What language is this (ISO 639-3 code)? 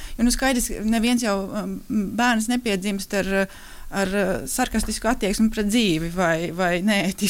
lav